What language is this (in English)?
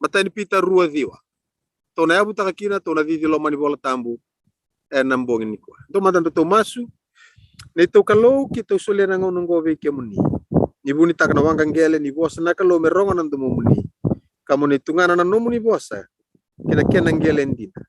Fijian